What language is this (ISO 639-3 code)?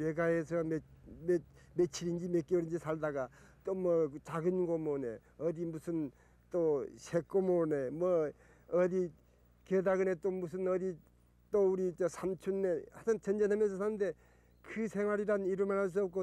kor